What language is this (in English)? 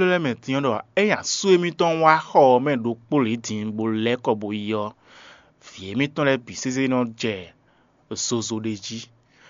Fon